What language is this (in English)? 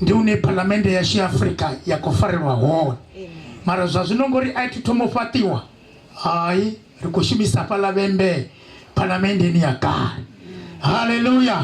Venda